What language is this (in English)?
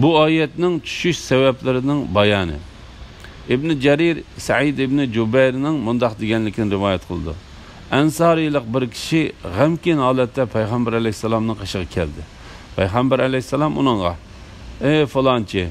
Uyghur